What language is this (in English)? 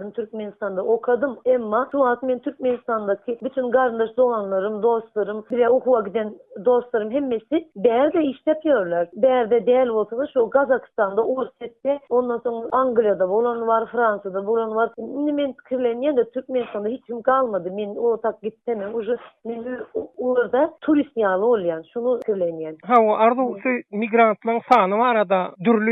Turkmen